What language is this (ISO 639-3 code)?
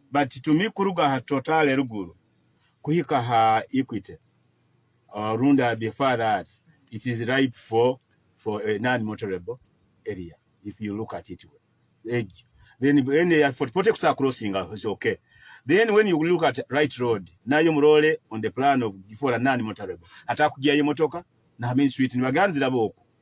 nyo